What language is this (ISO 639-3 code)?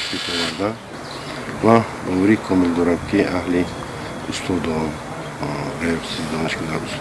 tgk